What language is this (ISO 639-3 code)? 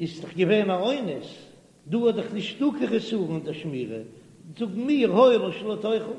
yid